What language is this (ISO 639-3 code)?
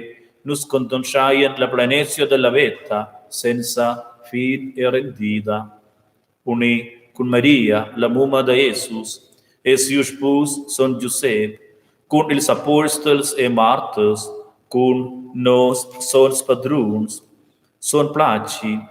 roh